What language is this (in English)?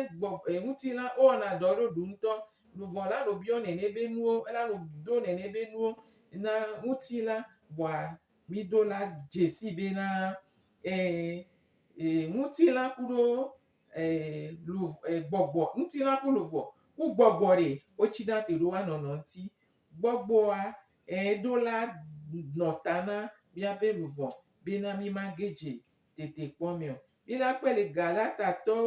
Gen